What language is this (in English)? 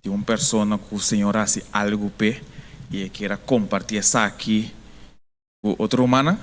Papiamento